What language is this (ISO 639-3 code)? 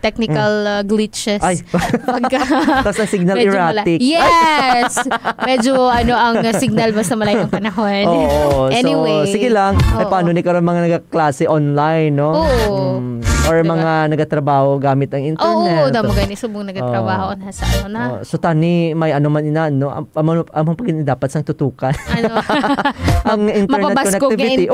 hil